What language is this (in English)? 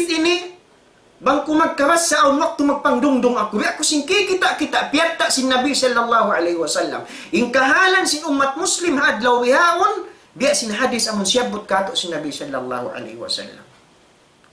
Tausug